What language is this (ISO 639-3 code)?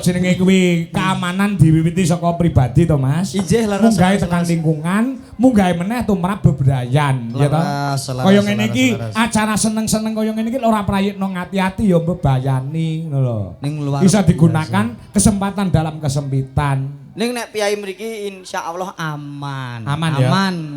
jav